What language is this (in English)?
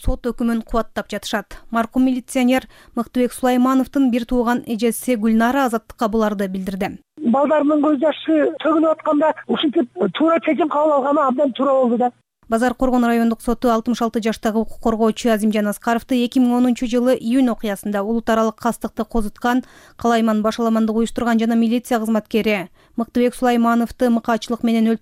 Kyrgyz